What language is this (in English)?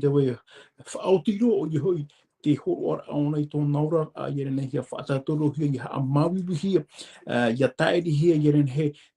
Tahitian